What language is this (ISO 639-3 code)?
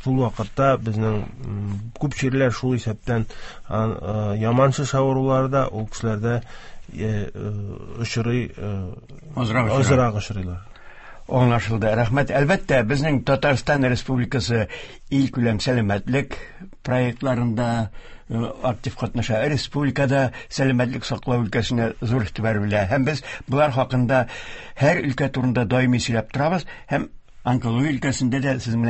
tat